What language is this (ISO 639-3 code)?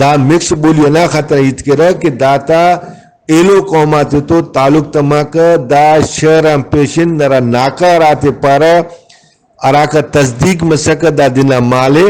brh